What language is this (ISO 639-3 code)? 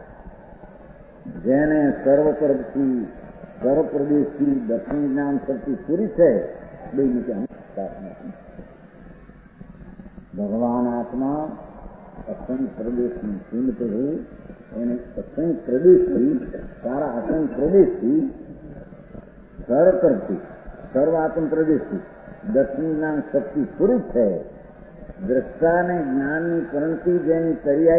guj